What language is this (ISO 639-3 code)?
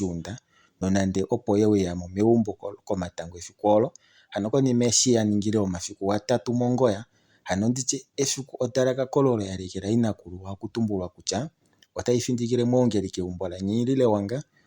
kua